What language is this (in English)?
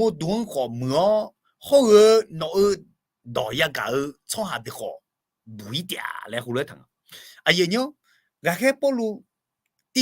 Akha